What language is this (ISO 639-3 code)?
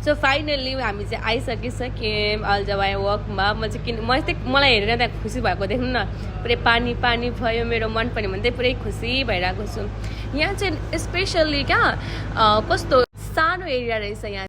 nep